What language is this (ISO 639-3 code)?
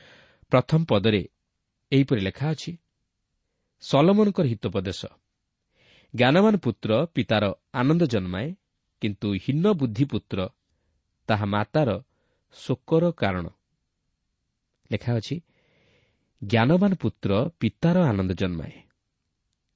ori